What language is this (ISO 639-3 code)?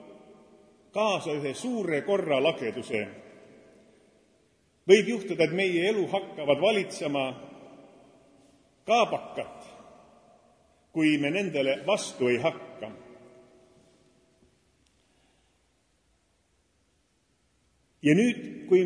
est